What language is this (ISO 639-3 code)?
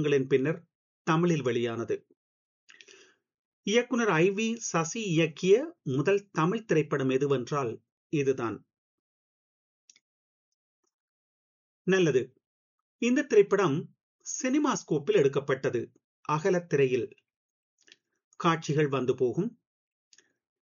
tam